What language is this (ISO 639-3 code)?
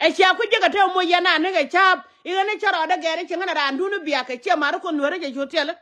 nus